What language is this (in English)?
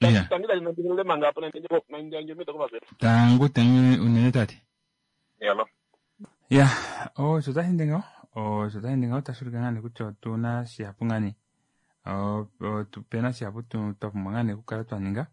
Kuanyama